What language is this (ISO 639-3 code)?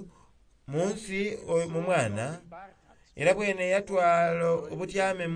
xog